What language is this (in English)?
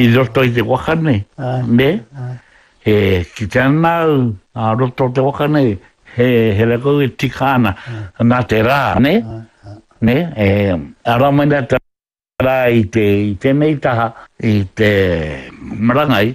Māori